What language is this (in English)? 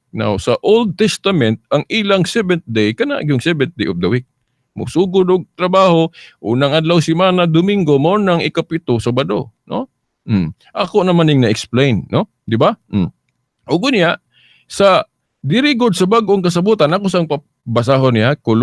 Cebuano